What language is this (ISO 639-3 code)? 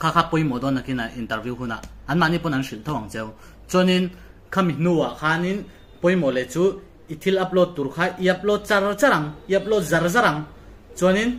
lus